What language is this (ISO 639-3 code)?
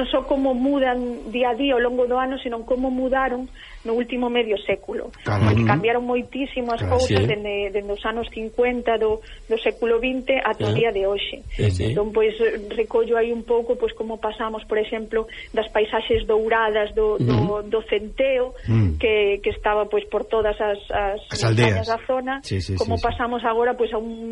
glg